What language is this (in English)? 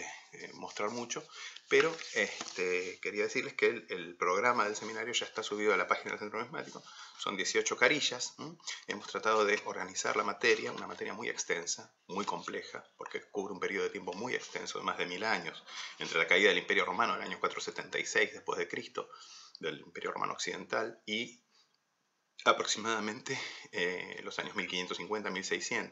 Spanish